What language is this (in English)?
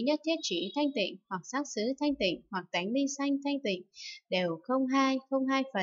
Vietnamese